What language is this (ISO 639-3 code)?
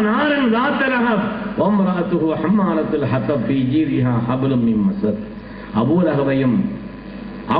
tam